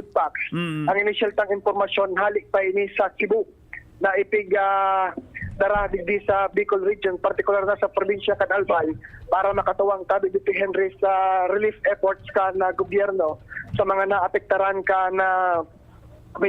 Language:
Bikol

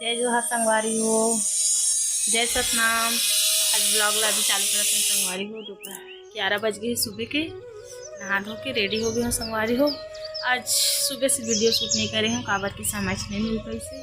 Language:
Chhattisgarhi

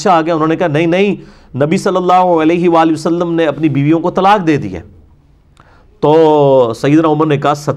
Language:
Urdu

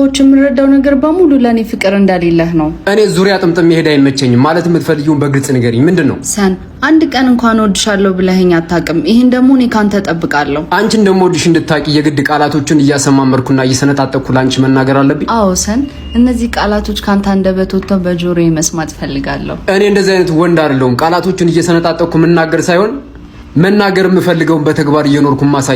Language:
Amharic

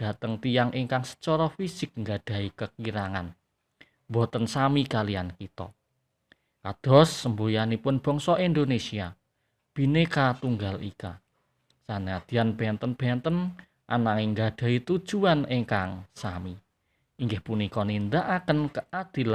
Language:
Javanese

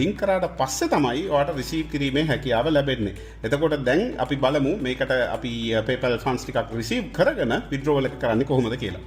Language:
Sinhala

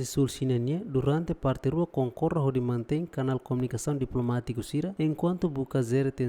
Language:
Tetum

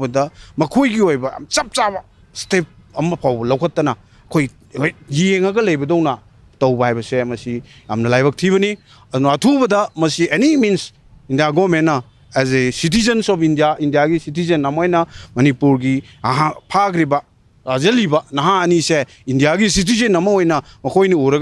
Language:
Manipuri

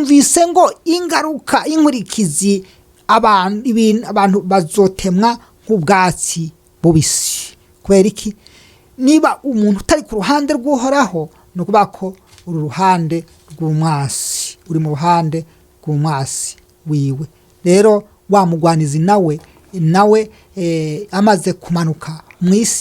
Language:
Rundi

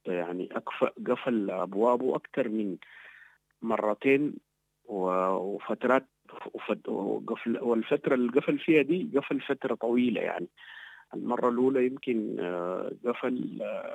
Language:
Sudanese Arabic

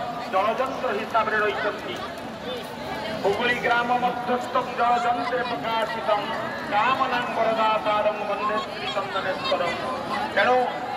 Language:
Odia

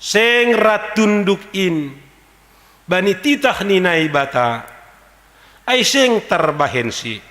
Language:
Batak Simalungun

